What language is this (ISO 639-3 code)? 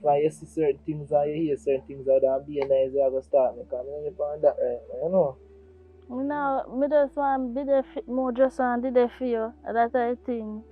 jam